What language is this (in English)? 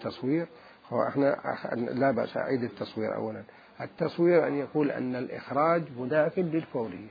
Mesopotamian Arabic